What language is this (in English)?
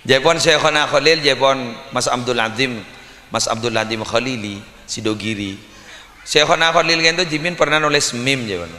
Madurese